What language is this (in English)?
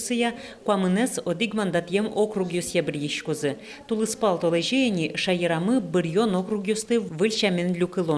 Udmurt